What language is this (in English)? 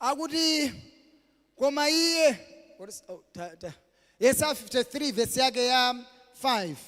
Nyanja